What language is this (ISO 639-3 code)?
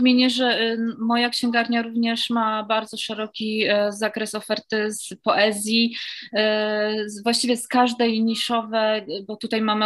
pol